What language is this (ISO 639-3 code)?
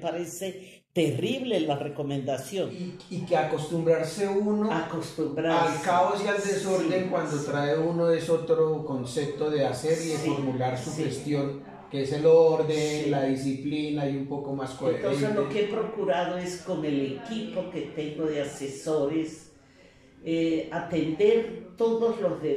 spa